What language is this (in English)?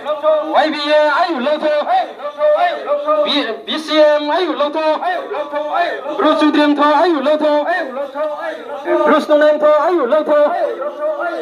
Riang (India)